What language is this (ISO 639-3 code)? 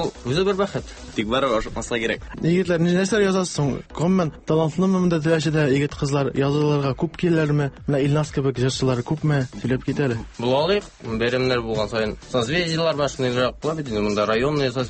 tat